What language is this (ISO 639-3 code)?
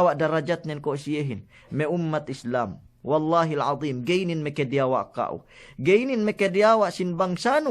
yka